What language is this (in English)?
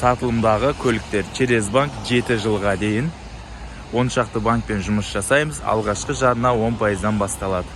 Kazakh